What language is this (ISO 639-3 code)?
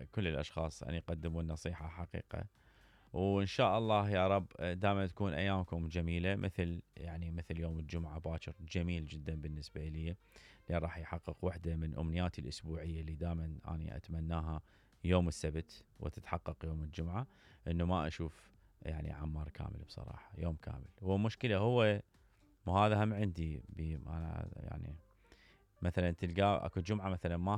acm